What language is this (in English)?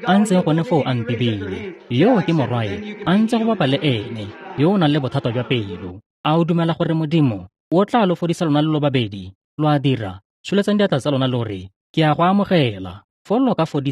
Tswana